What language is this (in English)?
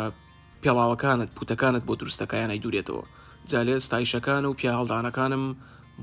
Central Kurdish